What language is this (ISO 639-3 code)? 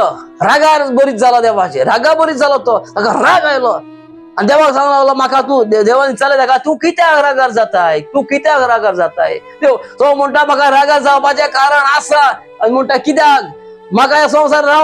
kok